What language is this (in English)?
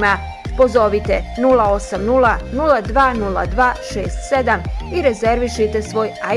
Bosnian